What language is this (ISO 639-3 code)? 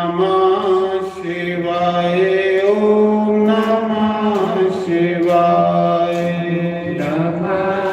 doi